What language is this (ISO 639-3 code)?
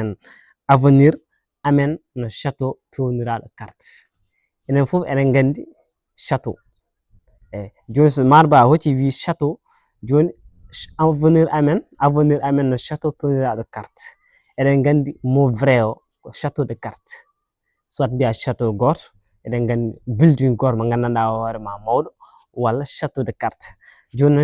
ful